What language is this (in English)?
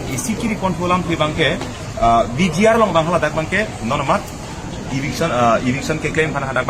Karbi